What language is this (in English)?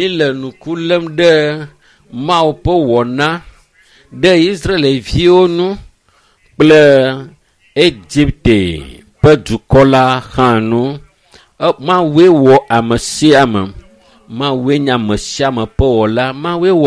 Ewe